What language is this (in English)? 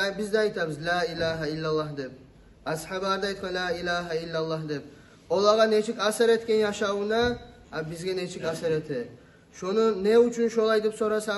Kumyk